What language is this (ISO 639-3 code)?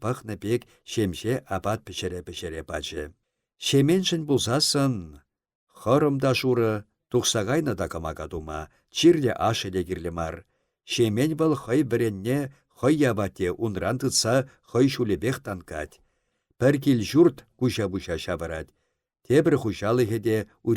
chv